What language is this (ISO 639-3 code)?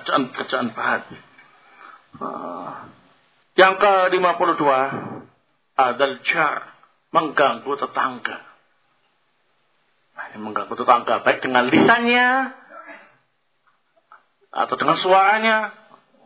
ind